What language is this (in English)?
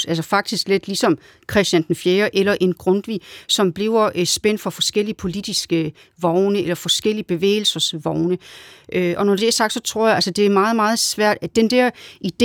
Danish